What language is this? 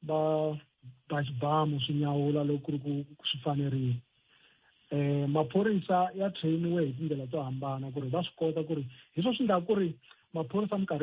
Tsonga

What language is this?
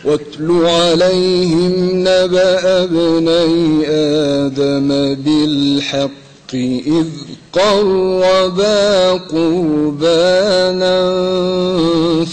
Arabic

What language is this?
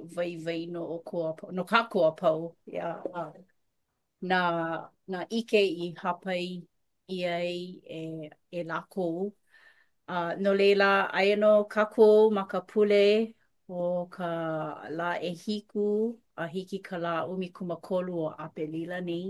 Hawaiian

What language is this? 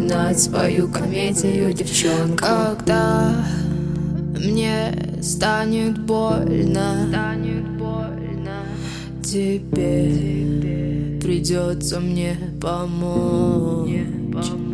Russian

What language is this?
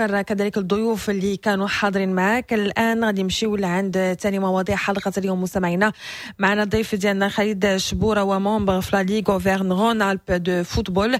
Moroccan Arabic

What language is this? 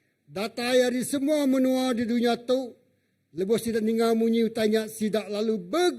Iban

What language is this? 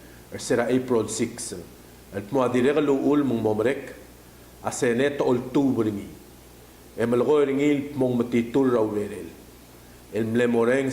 Palauan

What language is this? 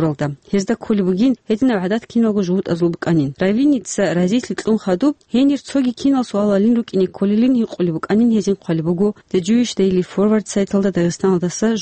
Avaric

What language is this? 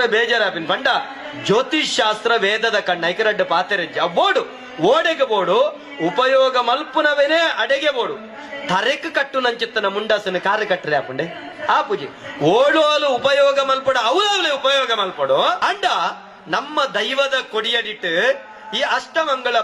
Tulu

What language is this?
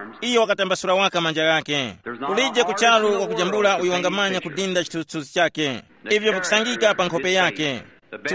Tumbuka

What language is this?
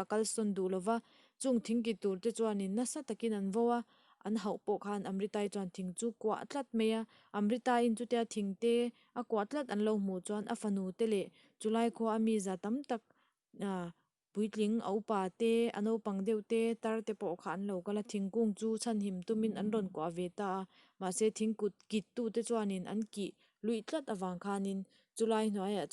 Mizo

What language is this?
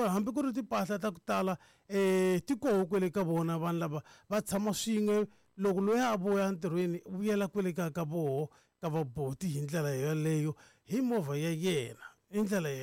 Tsonga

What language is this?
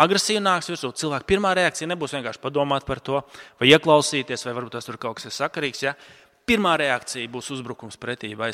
Latvian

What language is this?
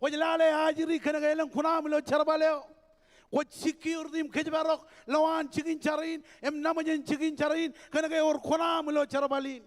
Marshallese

